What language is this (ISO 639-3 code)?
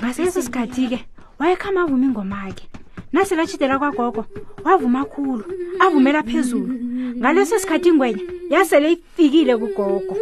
nbl